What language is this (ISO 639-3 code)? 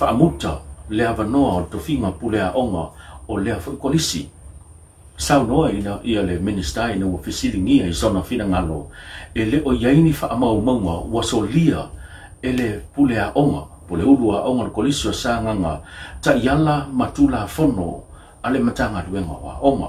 smo